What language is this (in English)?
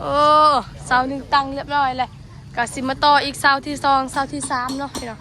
Northeastern Thai